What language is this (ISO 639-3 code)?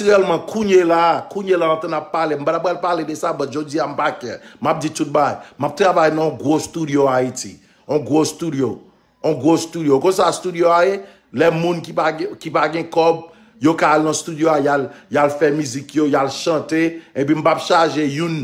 hat